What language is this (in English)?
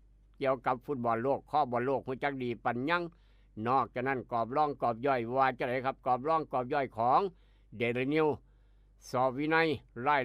Northeastern Thai